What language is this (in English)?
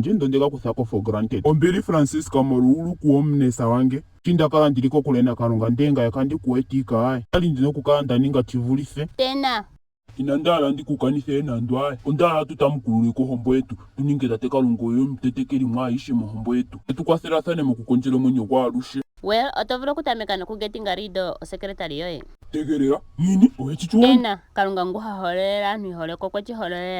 Ndonga